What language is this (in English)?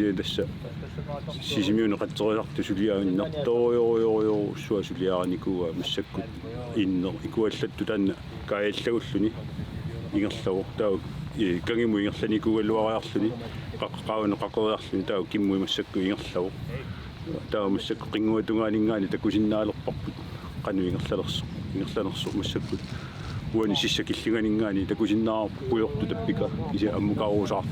Kalaallisut